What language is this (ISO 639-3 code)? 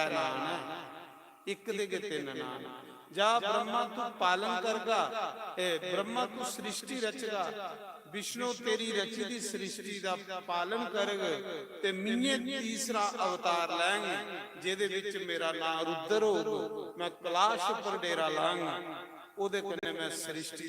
doi